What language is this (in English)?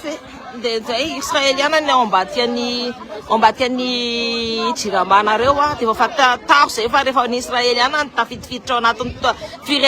Malagasy